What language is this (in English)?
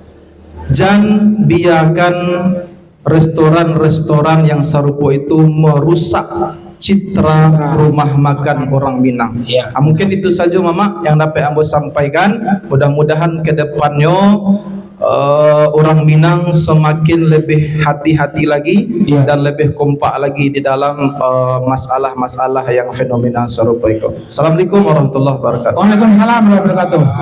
Minangkabau